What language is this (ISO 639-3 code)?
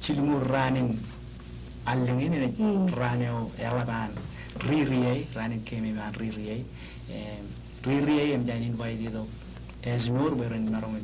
mah